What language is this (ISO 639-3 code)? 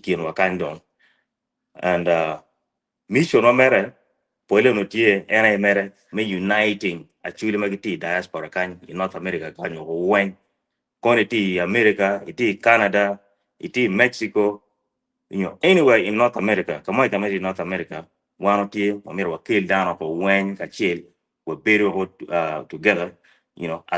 ach